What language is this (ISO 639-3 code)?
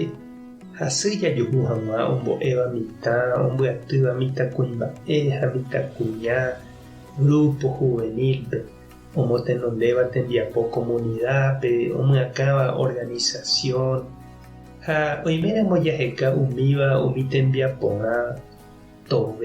grn